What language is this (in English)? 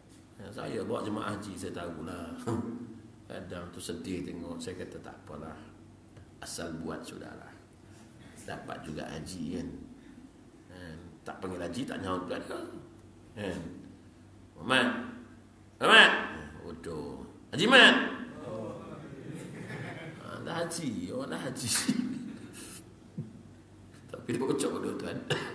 Malay